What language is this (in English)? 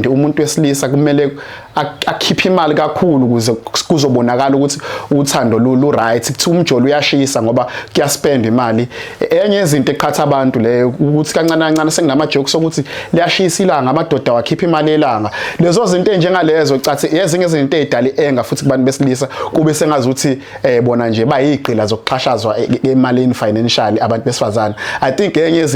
Zulu